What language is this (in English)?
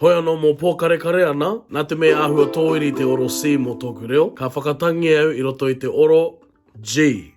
Māori